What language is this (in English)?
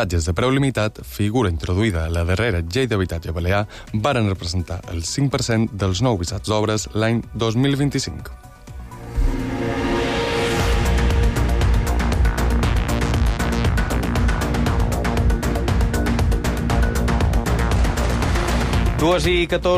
Catalan